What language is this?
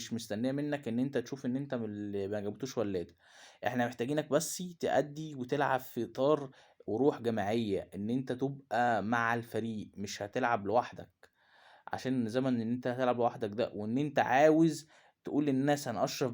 Egyptian Arabic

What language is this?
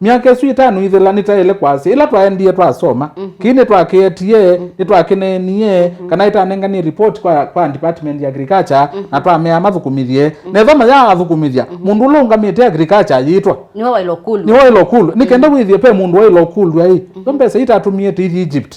Kamba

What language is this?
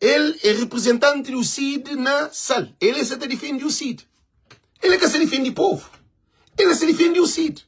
Kabuverdianu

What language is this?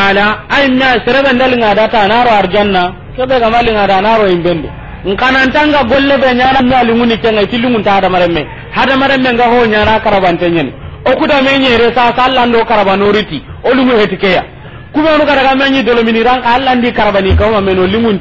Soninke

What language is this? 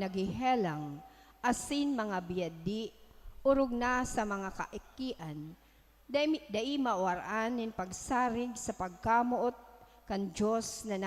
Bikol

